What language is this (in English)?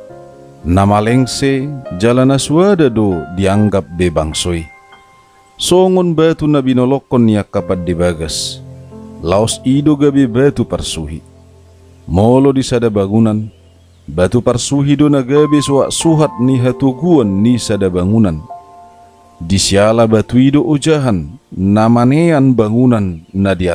Batak Toba